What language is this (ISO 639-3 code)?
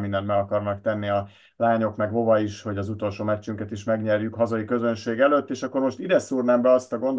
hun